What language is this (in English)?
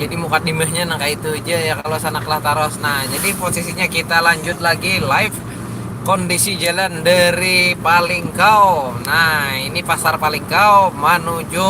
Banjar